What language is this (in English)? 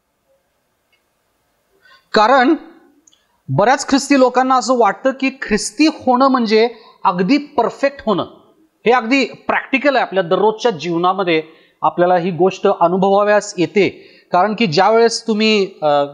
Marathi